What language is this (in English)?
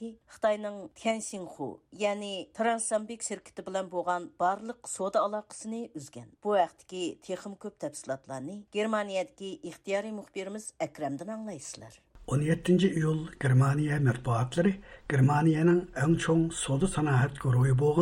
Uyghur